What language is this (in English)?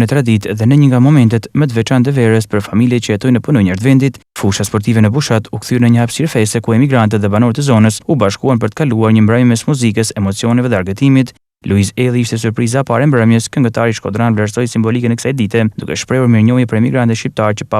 Albanian